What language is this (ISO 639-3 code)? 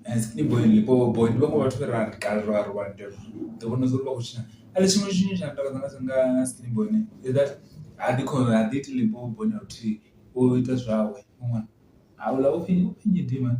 ven